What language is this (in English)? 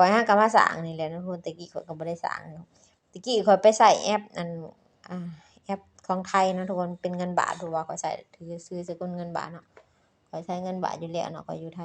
Lao